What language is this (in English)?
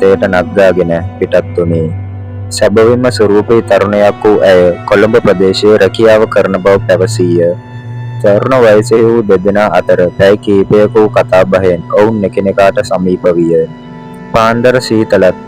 Sinhala